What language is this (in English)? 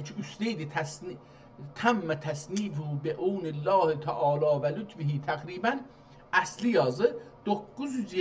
South Azerbaijani